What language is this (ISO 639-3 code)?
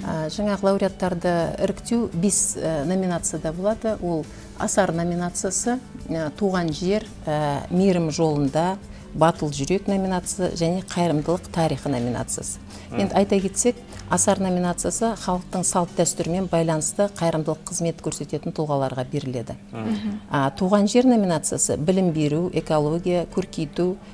kaz